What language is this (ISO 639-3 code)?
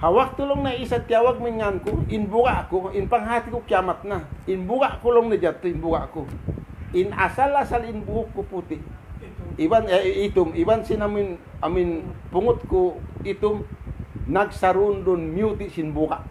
tsg